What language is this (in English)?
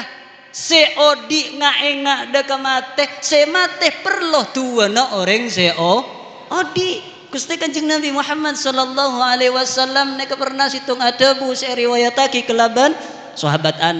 Madurese